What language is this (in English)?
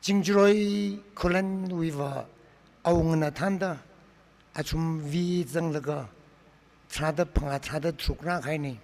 Tangkhul Naga (India)